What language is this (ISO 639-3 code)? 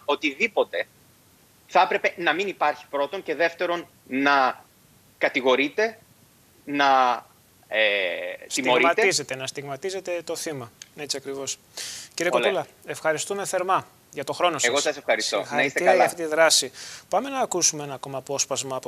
ell